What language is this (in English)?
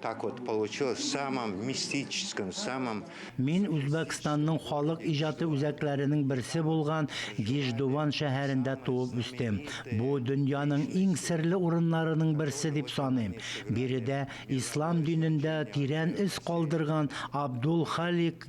Tatar